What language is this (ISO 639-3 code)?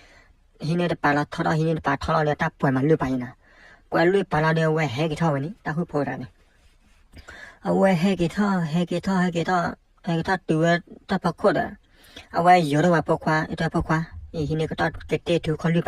ksw